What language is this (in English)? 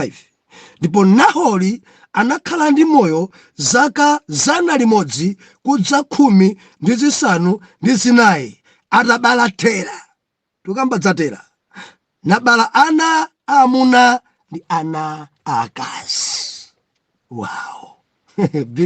Nyanja